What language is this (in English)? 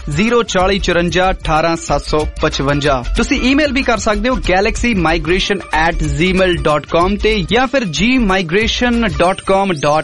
Punjabi